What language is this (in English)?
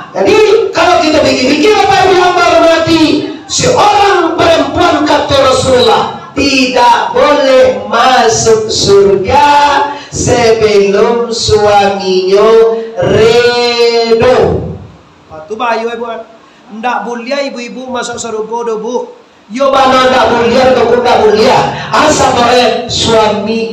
Minangkabau